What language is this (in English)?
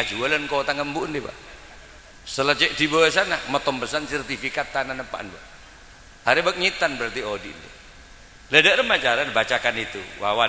Madurese